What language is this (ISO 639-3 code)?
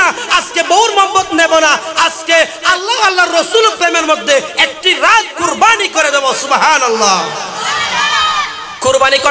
ben